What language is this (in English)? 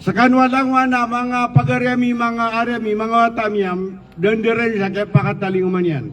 Maranao